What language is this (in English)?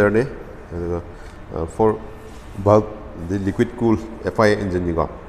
Manipuri